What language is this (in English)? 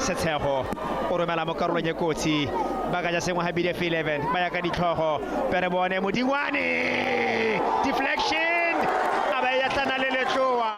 Tswana